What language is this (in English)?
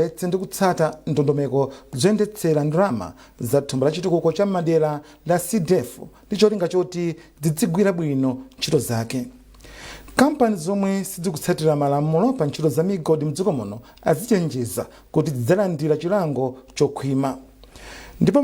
Nyanja